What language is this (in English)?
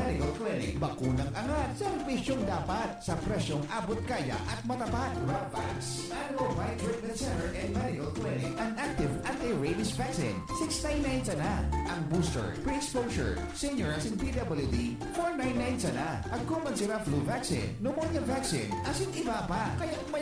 Bikol